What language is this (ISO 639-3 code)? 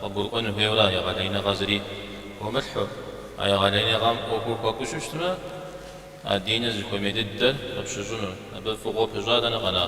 kbd